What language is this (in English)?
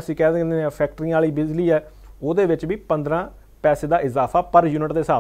Punjabi